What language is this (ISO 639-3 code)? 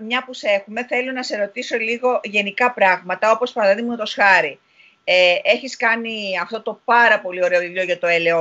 ell